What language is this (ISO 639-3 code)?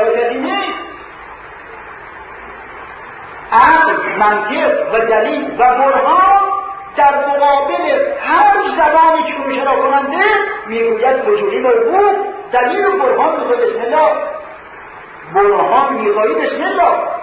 fas